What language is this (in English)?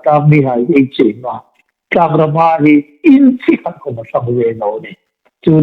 Hmar